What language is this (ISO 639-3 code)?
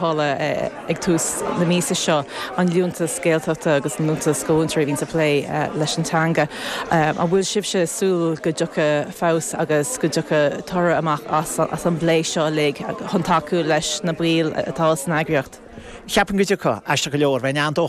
gle